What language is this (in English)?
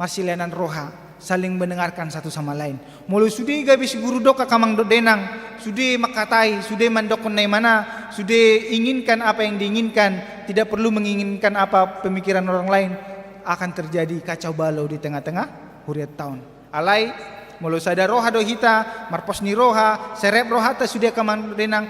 Batak Toba